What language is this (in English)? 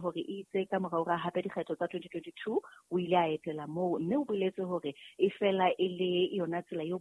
Southern Sotho